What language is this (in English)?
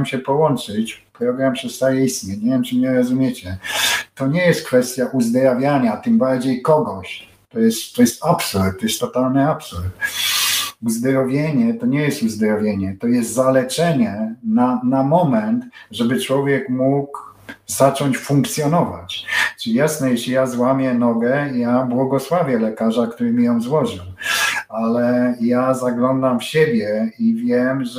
Polish